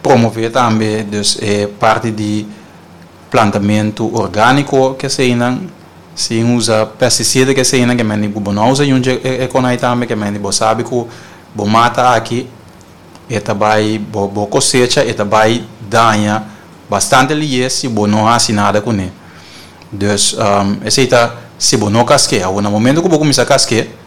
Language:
Papiamento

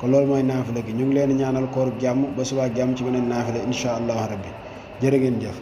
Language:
Wolof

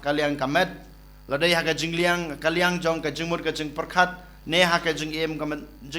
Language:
Khasi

